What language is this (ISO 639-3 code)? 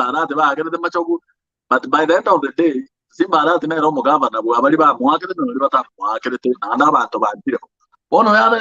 guz